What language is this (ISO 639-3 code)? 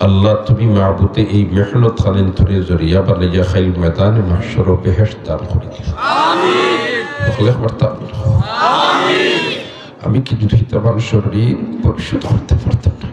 syl